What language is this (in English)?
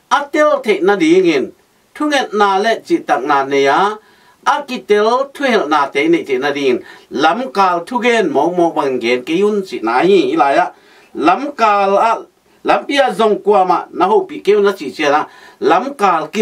Tedim Chin